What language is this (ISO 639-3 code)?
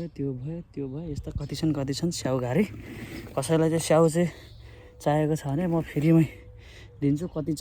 nep